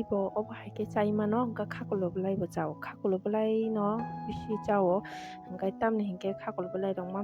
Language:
Kok Borok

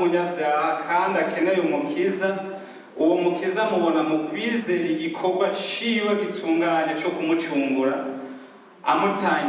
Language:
Rundi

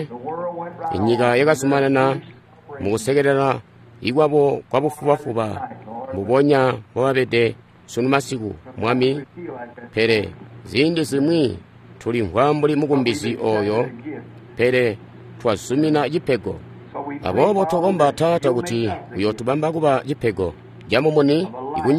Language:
Tonga (Zambia)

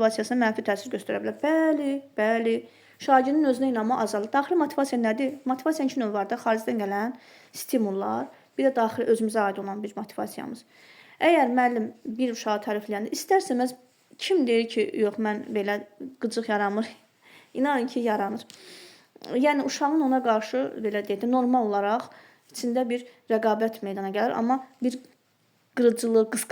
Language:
Azerbaijani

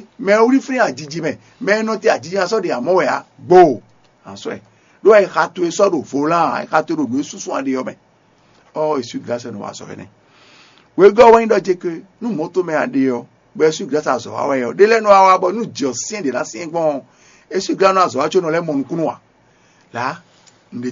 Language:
Fon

